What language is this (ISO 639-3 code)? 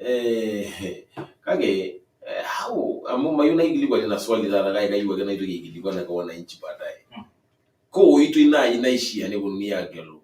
mas